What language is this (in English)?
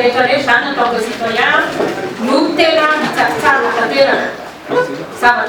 Malagasy